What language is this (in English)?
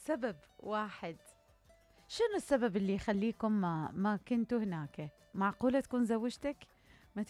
Mesopotamian Arabic